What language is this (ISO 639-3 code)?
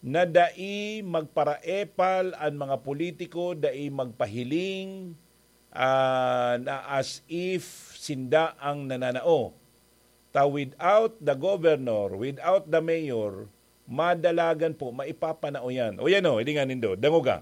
bik